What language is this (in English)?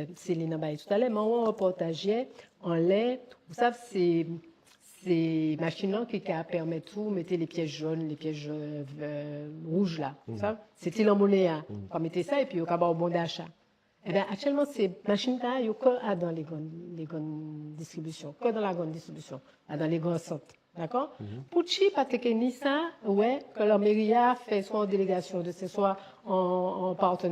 Guadeloupean Creole French